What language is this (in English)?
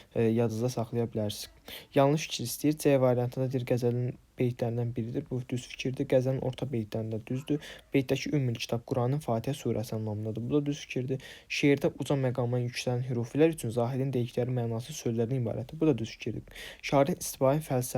Azerbaijani